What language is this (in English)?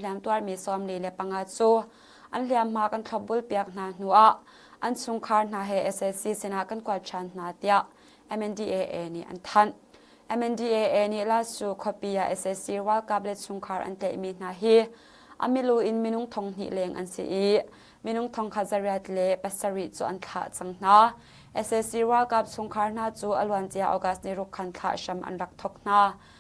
Hakha Chin